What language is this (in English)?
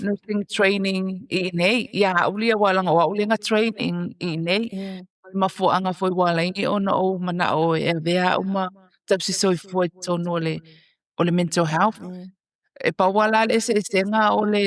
Samoan